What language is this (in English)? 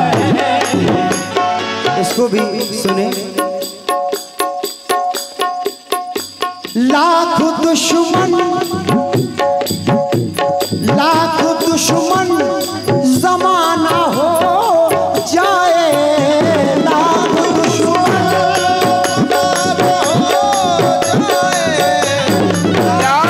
Hindi